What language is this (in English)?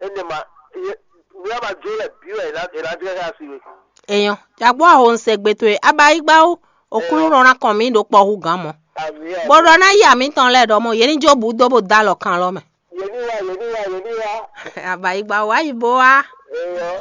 Fon